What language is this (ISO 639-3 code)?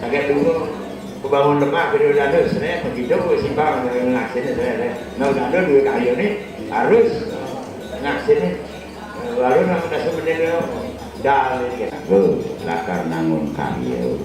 ban